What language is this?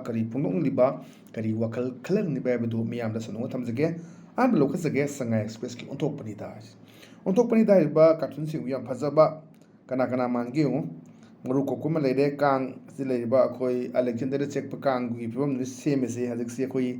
Manipuri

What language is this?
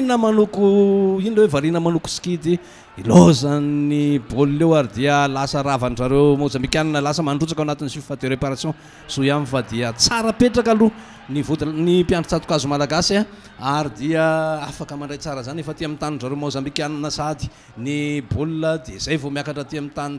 Malagasy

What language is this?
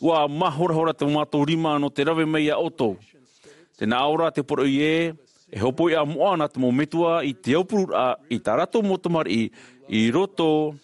Tahitian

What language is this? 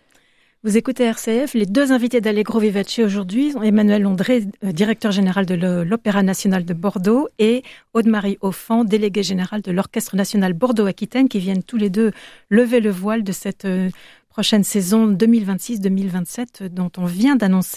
French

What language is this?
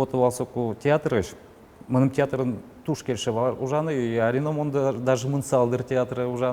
Udmurt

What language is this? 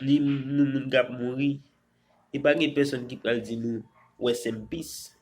Haitian Creole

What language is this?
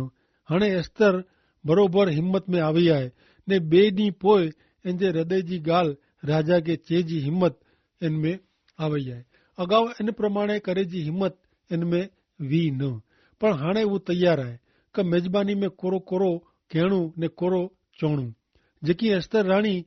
Kachhi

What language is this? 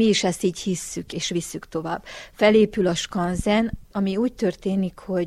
Hungarian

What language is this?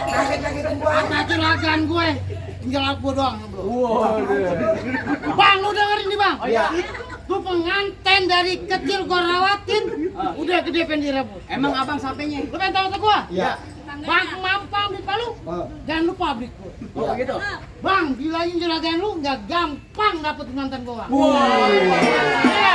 Betawi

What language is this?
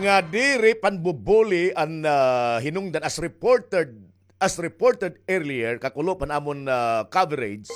Waray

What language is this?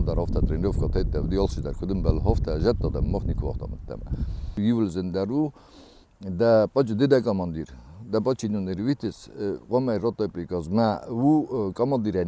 Ossetic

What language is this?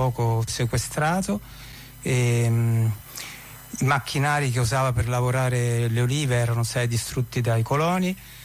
Italian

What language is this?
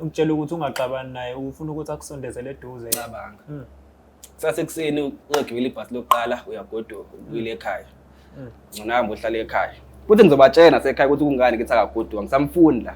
Zulu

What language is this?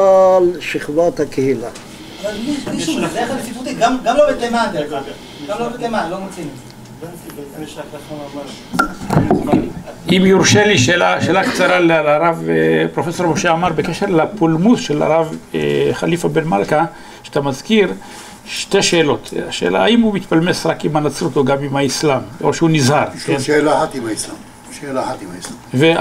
Hebrew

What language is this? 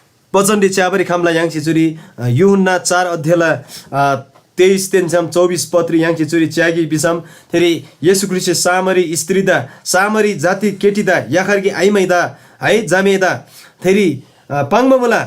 Eastern Tamang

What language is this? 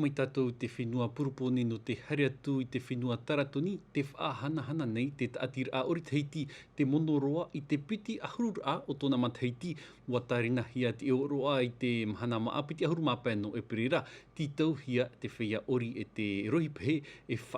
Tahitian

